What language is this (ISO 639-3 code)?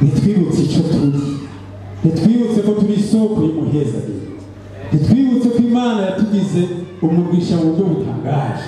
run